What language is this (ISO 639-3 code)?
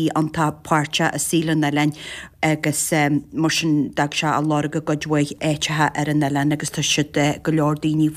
gle